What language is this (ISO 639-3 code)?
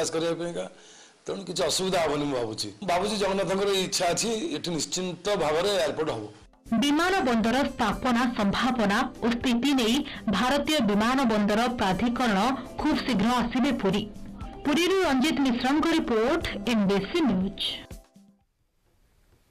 ori